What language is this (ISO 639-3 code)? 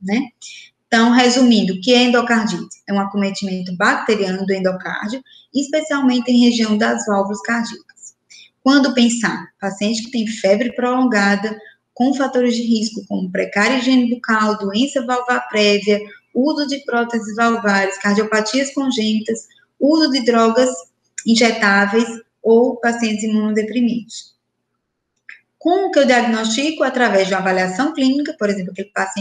por